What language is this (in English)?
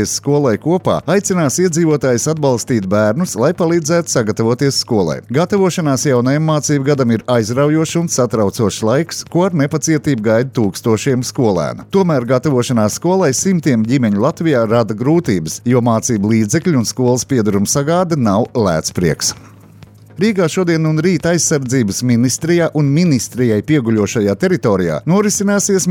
Latvian